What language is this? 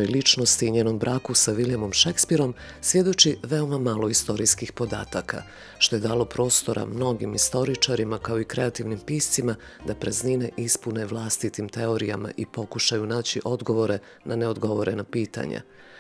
Bosnian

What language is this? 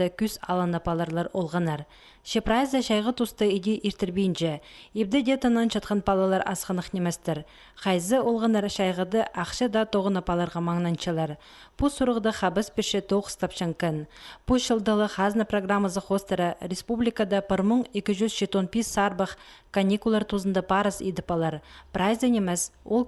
Khakas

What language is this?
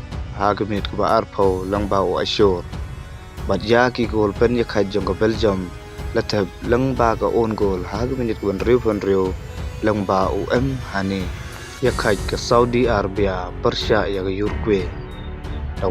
Khasi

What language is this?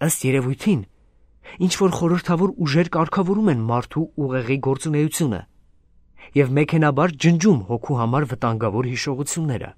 Armenian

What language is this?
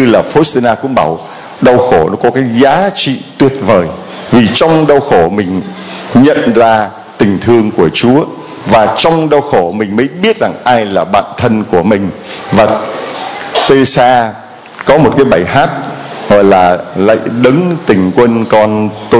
Vietnamese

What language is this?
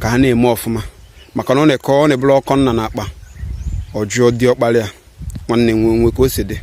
Igbo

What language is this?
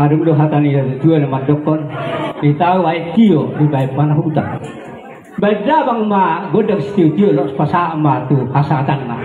Batak Toba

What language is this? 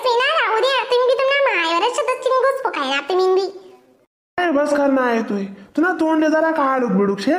Khandesi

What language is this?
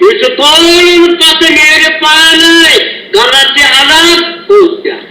Kashmiri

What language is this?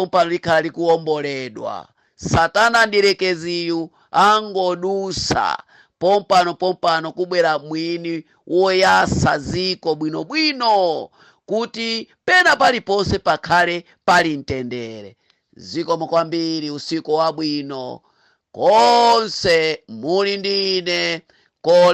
Nyanja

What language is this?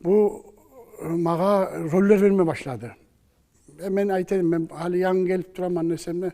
Kumyk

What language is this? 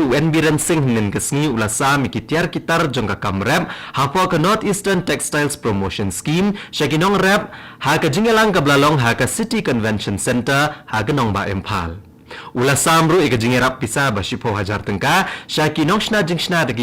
Khasi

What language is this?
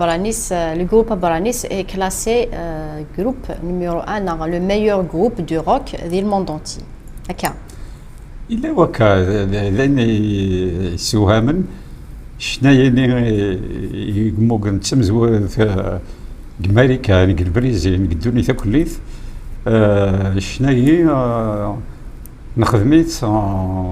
Kabyle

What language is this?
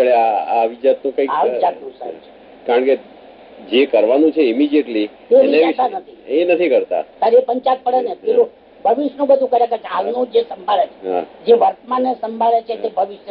Gujarati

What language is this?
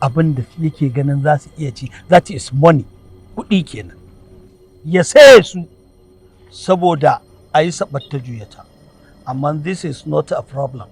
Hausa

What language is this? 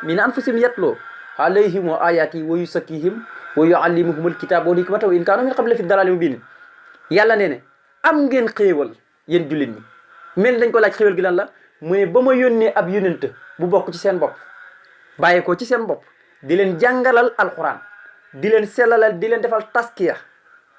Wolof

